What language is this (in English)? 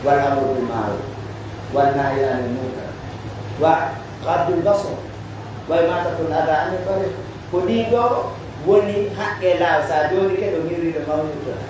Pular